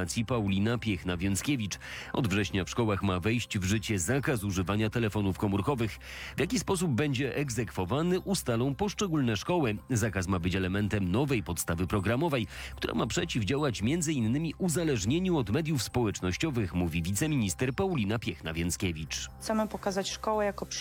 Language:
Polish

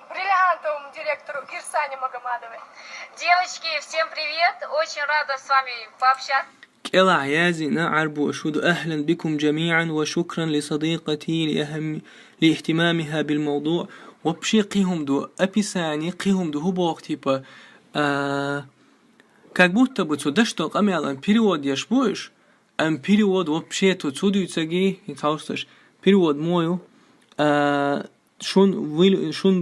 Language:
Chechen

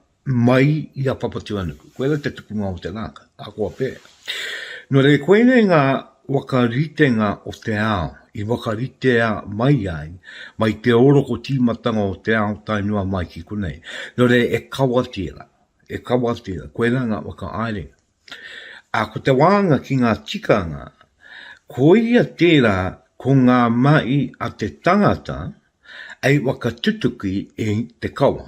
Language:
Māori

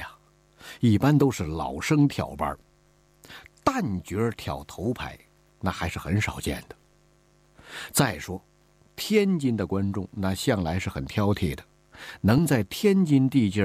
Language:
Chinese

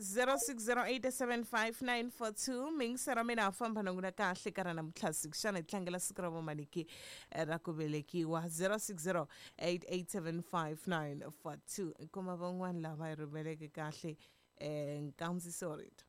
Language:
Tsonga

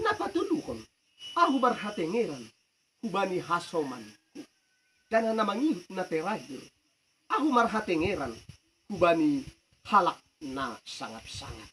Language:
Batak Simalungun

